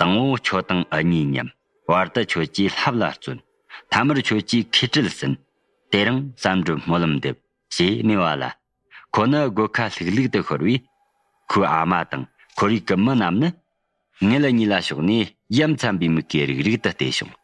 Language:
Tibetan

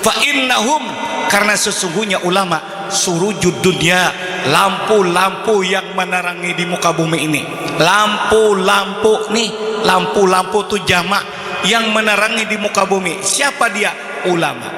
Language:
Banjar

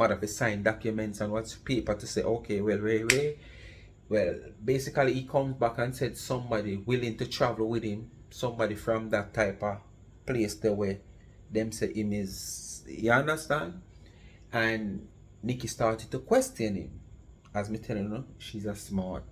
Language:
Jamaican Creole English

